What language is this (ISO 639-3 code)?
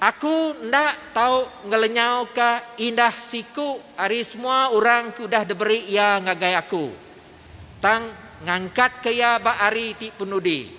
iba